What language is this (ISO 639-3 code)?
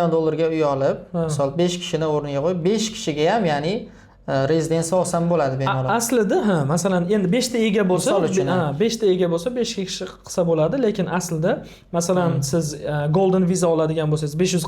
uzb